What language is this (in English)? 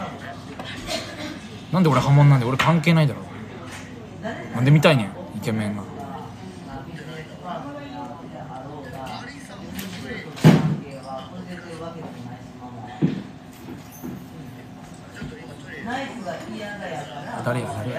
Japanese